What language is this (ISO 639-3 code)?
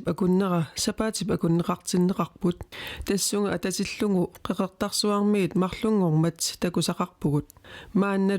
kal